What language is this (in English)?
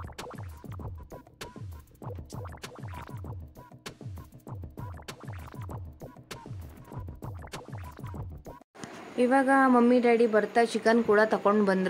Kannada